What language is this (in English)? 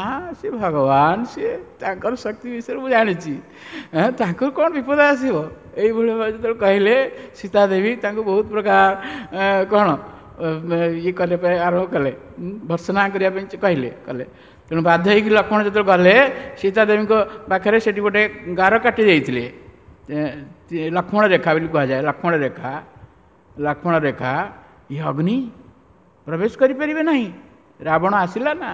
Odia